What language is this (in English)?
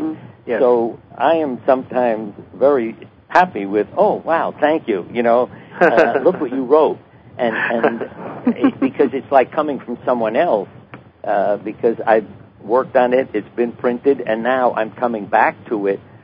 English